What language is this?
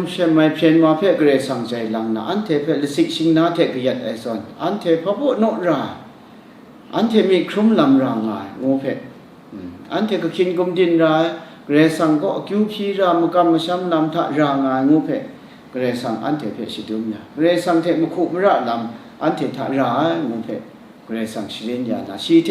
Kachin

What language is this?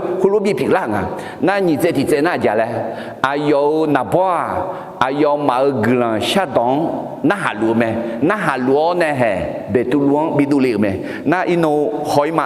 Akha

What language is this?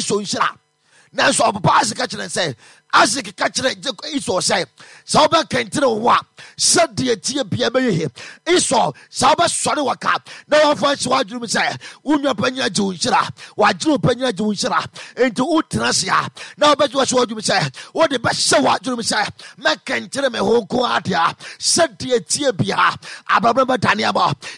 Akan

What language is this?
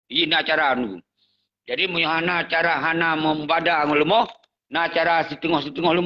Achinese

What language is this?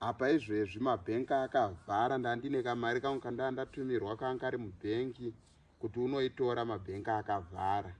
Shona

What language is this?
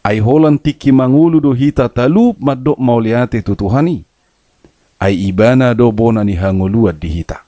Batak Toba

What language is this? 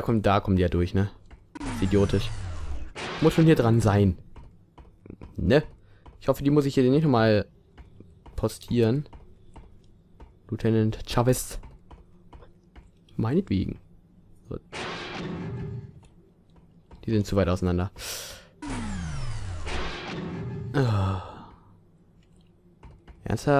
German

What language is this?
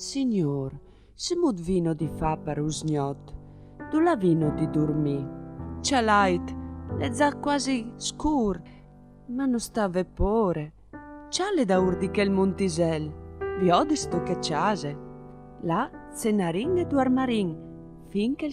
Friulian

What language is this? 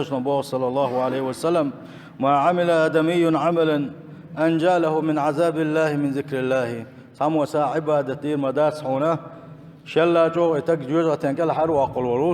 Chechen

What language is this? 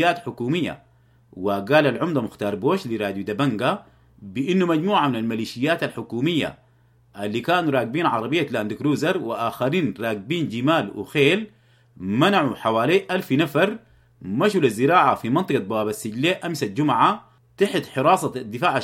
Sudanese Arabic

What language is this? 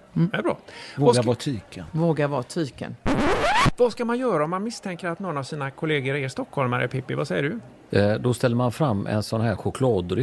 Swedish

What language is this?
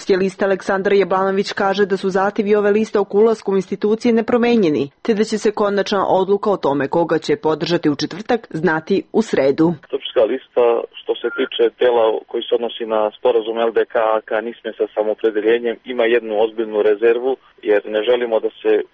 Serbian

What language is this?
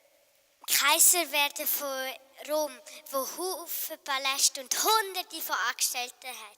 Swiss German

